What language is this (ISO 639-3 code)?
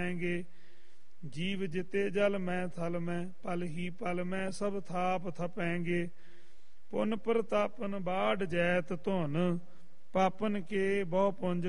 pan